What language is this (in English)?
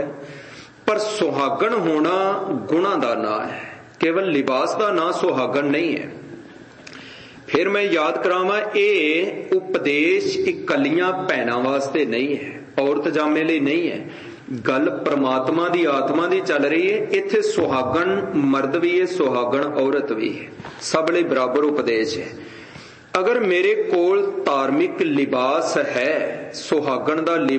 Punjabi